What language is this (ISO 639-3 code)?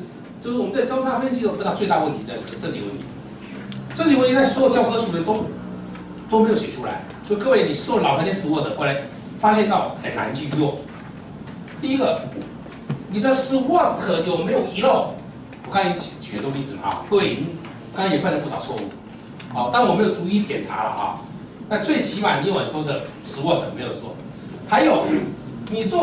zho